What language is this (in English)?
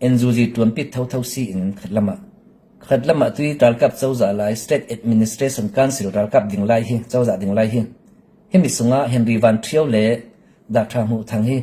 Falam Chin